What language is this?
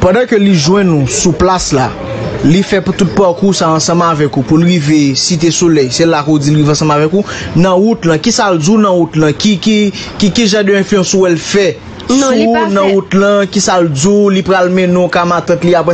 Haitian Creole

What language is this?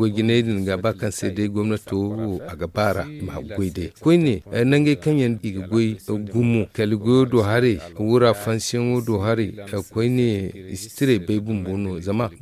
Zarma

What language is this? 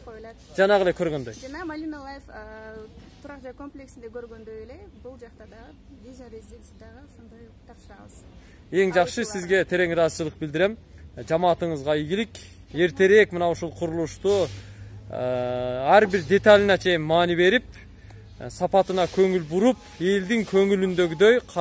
Kyrgyz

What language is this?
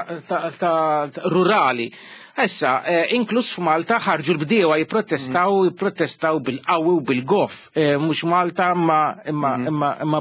Maltese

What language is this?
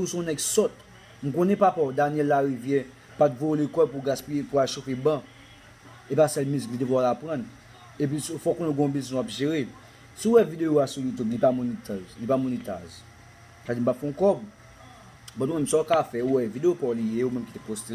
Haitian Creole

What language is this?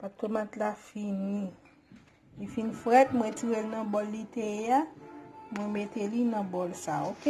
Haitian Creole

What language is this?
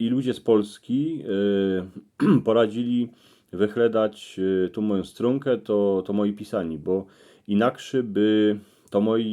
Silesian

